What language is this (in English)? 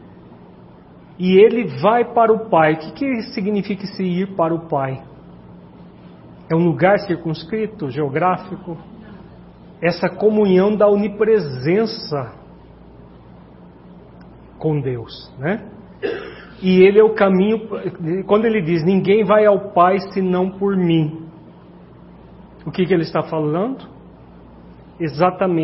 Portuguese